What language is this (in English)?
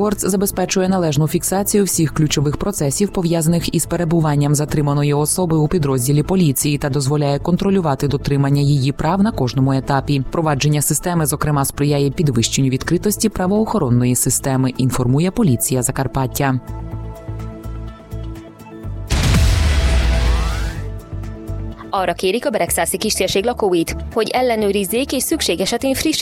Ukrainian